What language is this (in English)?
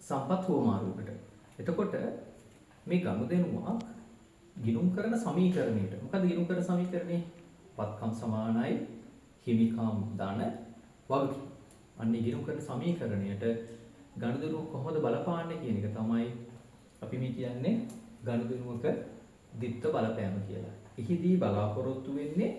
Sinhala